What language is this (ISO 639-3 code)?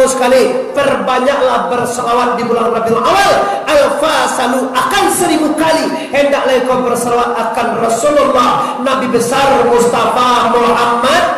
min